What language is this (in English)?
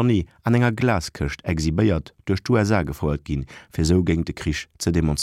Luxembourgish